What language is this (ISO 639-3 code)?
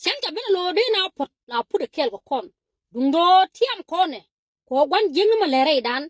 nus